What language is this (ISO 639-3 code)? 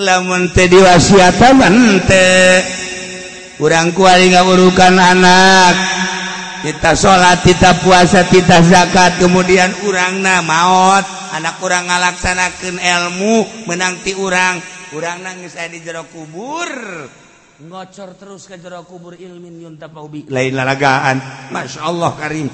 sun